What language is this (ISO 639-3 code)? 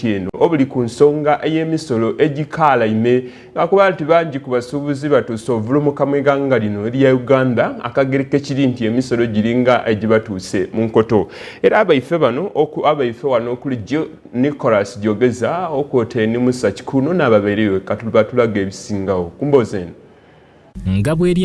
xog